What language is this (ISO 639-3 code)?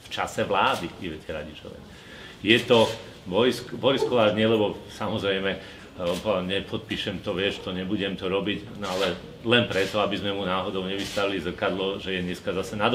slk